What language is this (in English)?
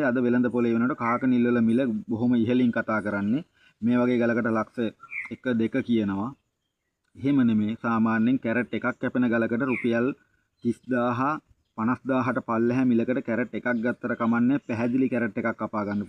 Sinhala